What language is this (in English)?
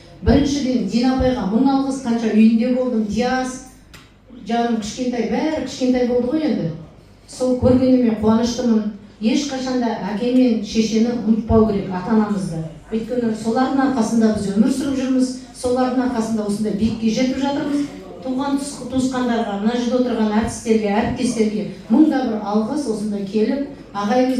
Kazakh